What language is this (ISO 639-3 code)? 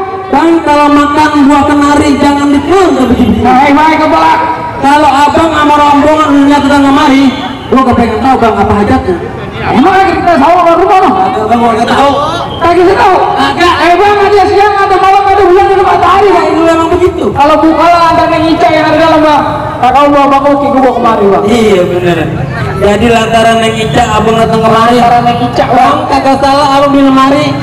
bew